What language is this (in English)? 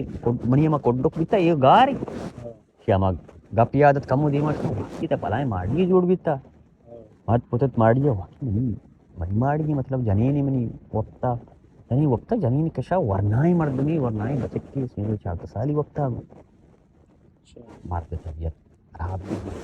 Baluchi